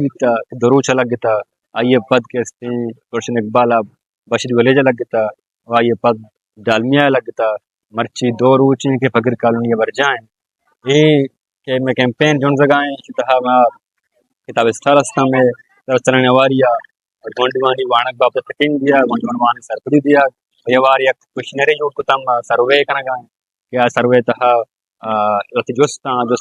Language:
Baluchi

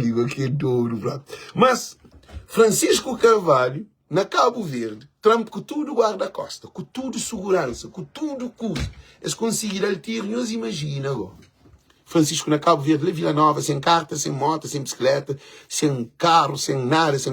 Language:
Kabuverdianu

